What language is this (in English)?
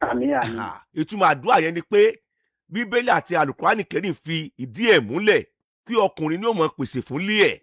Yoruba